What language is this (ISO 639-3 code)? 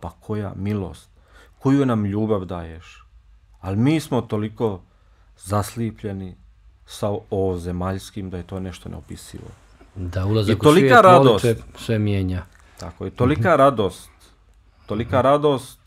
bos